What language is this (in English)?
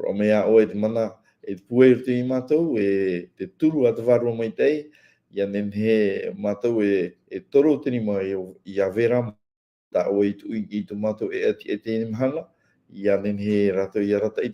Tahitian